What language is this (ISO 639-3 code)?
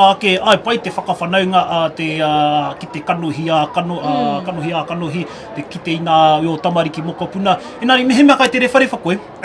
mri